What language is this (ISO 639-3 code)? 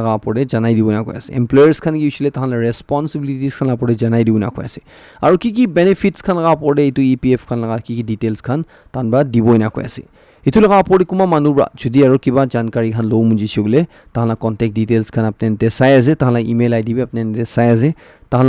nag